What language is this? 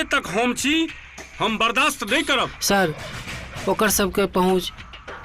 Maithili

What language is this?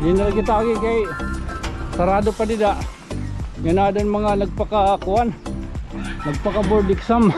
Waray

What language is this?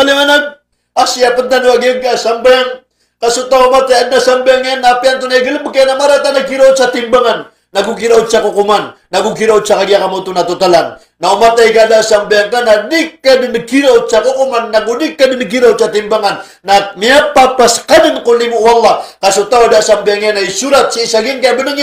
Maranao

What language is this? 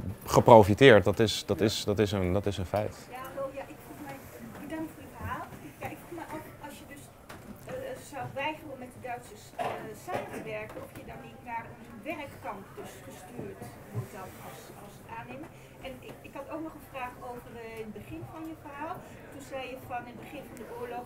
Dutch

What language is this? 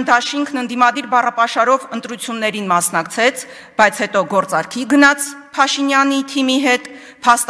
Armenian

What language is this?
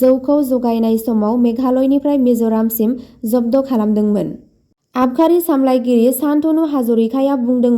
Bodo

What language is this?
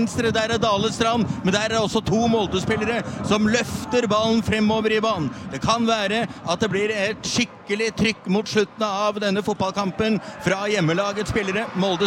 Norwegian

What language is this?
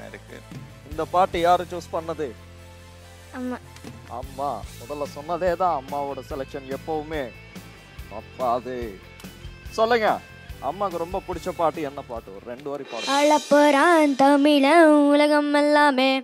Tamil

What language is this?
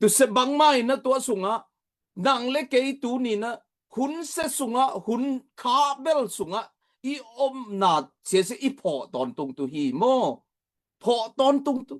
Tedim Chin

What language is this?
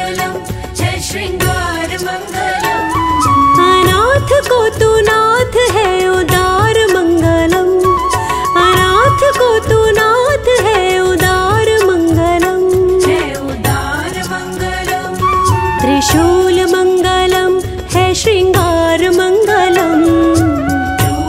Hindi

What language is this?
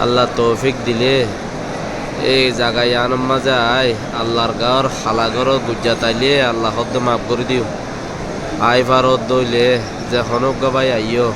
Rohingya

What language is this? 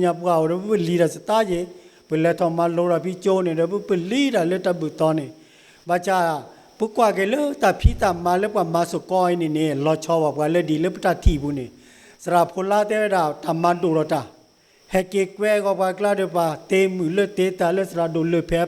S'gaw Karen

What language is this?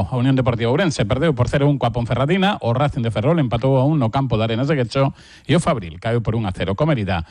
Galician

